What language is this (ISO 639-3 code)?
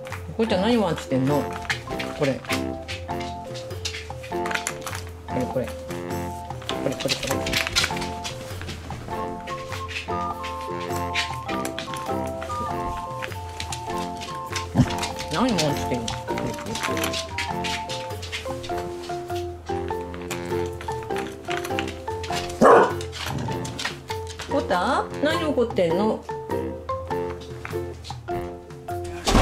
jpn